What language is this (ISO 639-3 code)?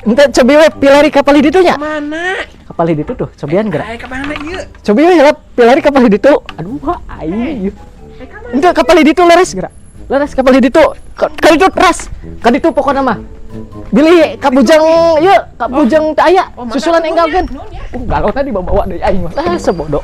sun